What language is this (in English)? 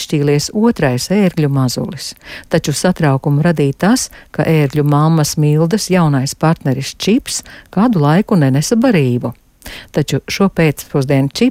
Latvian